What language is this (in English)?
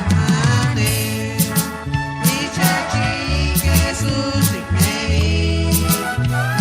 Chuj